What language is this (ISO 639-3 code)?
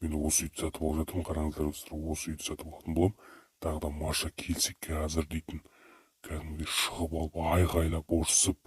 kaz